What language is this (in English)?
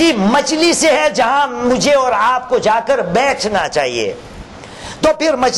Urdu